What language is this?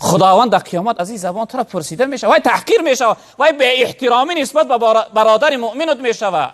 Tajik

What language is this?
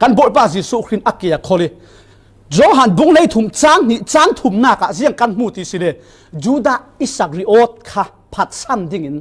Falam Chin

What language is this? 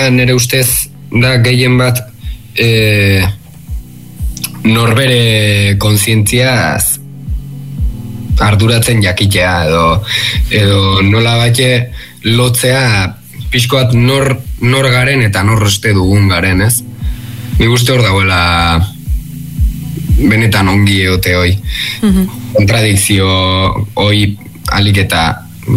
Basque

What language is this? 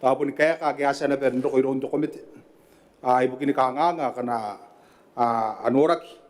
Gilbertese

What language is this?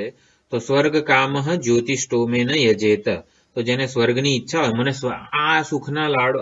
Gujarati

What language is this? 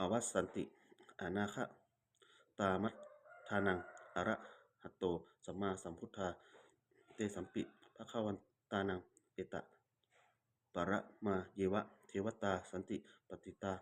Pali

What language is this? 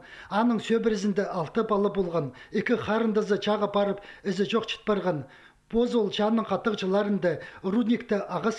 Khakas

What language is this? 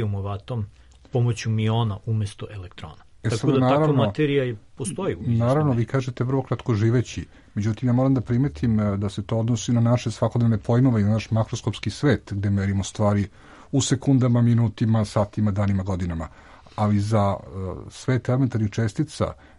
Serbian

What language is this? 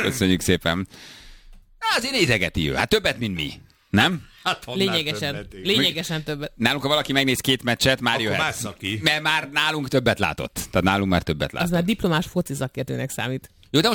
Hungarian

